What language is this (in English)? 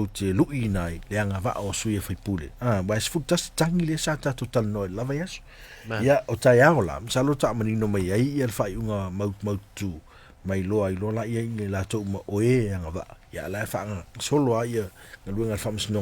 Samoan